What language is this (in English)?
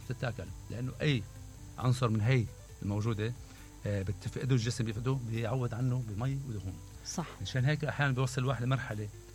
Mesopotamian Arabic